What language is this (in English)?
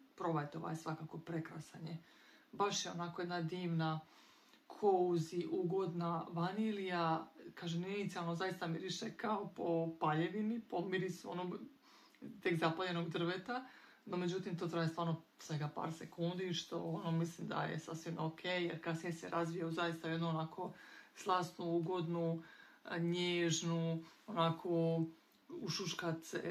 Croatian